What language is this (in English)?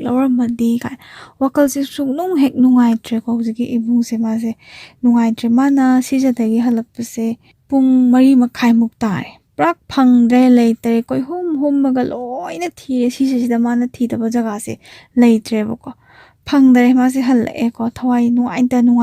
Manipuri